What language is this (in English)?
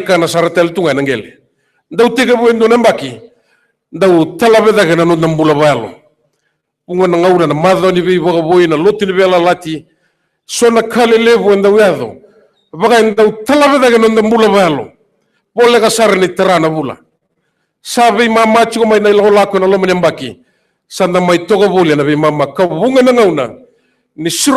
Fijian